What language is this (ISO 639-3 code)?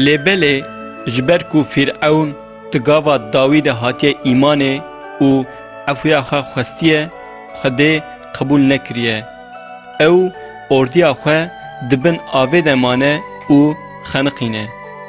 kur